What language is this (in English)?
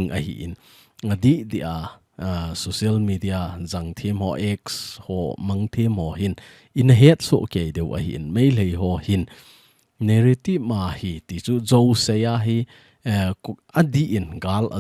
Thado Chin